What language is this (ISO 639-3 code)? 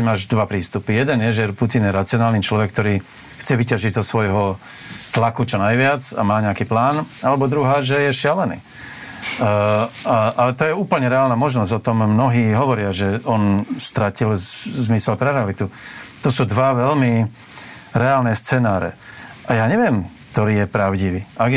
slk